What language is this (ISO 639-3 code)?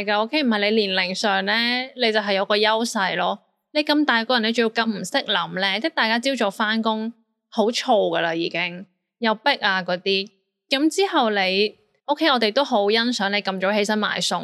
yue